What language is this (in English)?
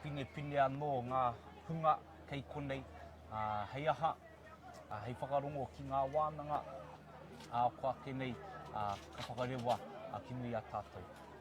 Māori